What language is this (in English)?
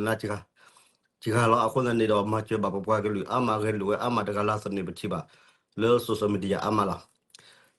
S'gaw Karen